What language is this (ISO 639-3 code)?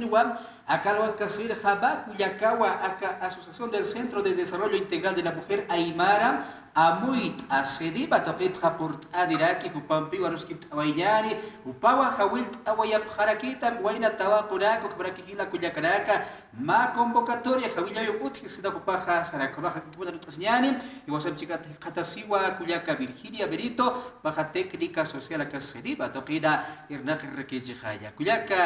aym